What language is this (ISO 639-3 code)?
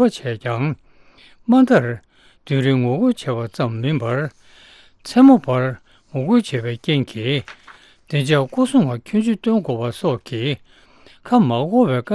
bod